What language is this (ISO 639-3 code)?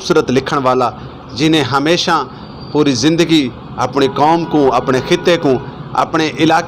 skr